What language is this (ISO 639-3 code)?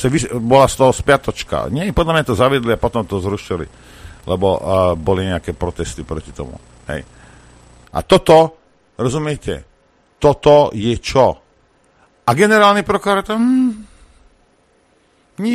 slk